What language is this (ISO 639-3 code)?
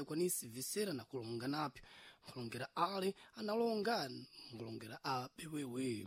seh